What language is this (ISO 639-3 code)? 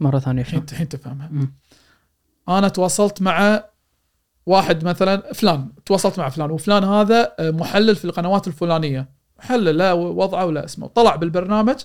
afb